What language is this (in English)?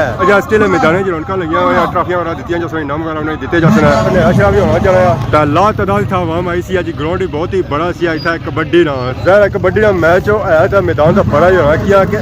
Pahari-Potwari